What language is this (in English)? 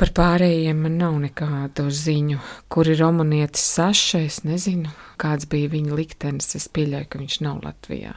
Latvian